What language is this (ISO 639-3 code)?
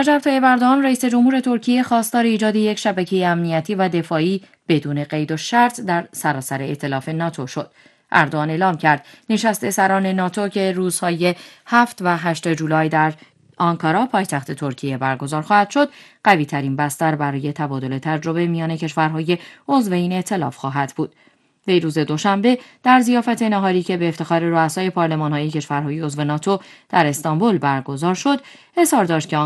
fas